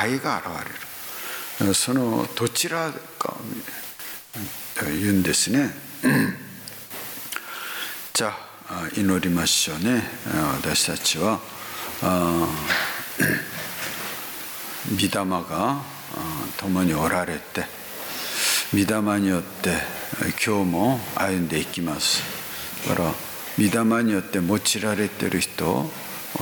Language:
Japanese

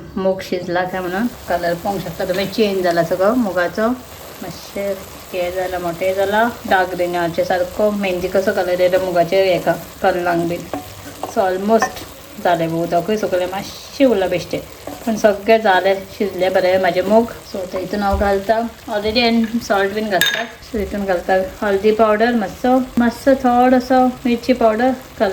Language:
Konkani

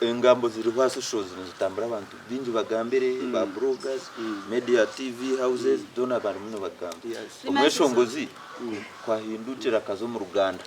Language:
Nyankole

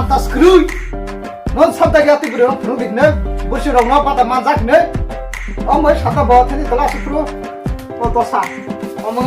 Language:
Kok Borok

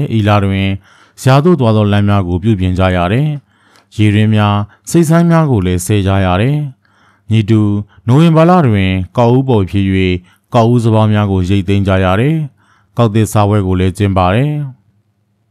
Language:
Burmese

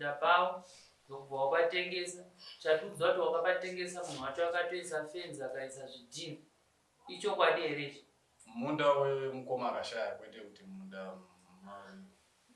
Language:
Shona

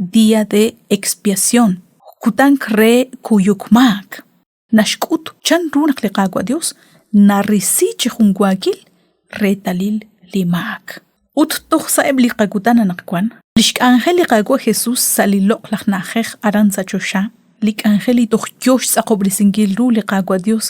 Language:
Kekchí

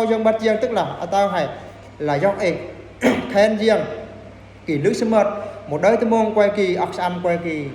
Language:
Eastern Bru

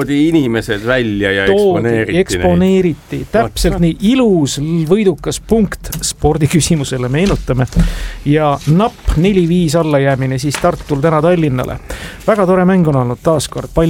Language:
Estonian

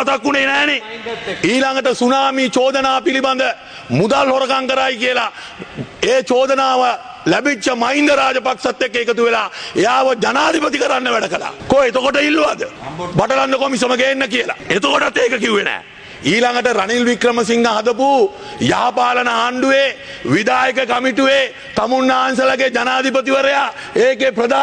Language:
Sinhala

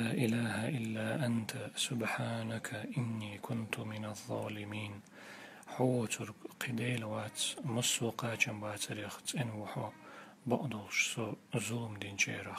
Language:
Chechen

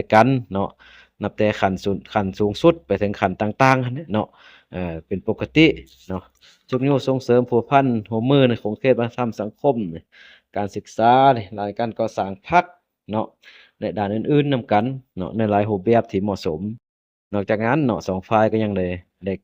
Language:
Lao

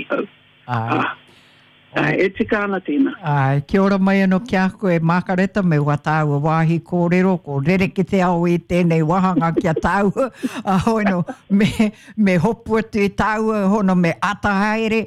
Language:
Māori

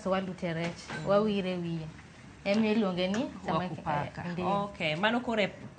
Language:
Luo (Kenya and Tanzania)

